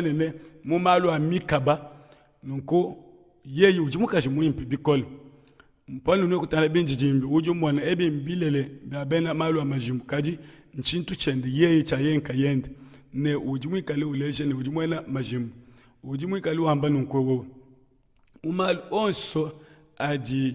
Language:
Luba-Lulua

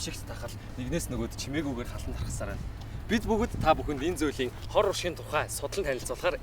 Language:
Mongolian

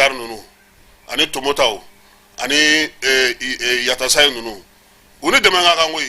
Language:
Bambara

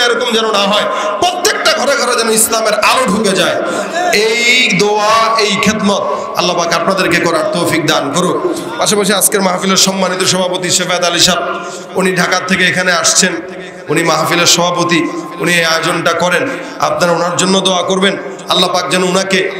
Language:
Bangla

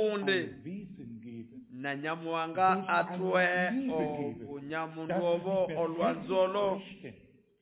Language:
Nande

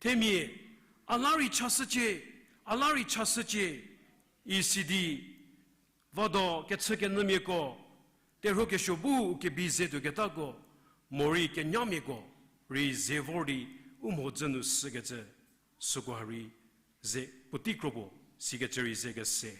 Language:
Angami Naga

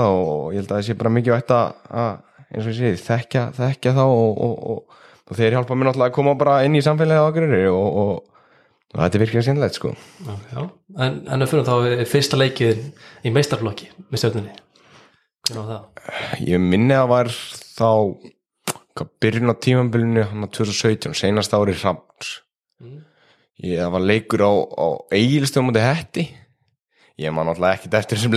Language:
Icelandic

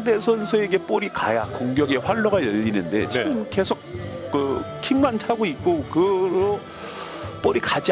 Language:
Korean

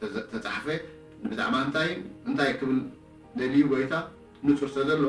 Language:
Tigrinya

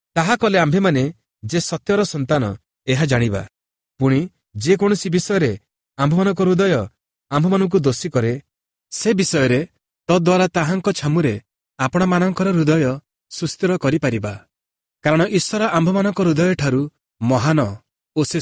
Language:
Odia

